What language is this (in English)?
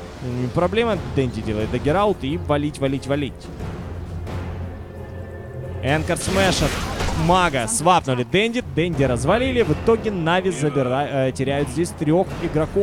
Russian